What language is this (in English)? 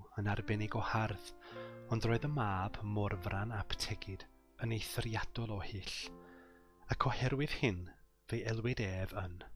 Welsh